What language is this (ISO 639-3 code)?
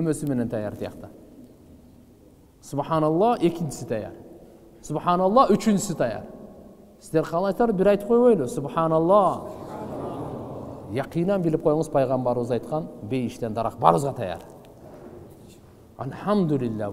kir